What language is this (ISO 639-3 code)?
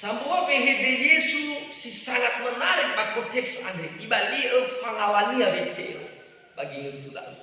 nia